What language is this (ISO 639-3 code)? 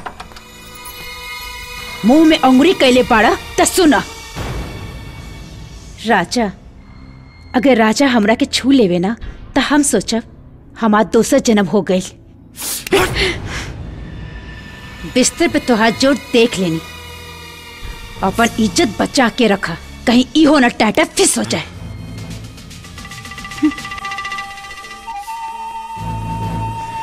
bho